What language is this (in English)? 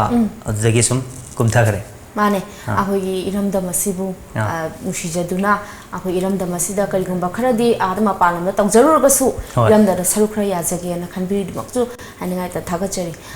Manipuri